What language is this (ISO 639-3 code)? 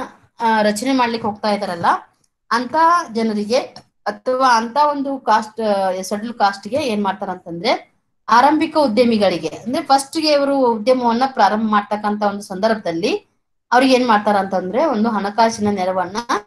kan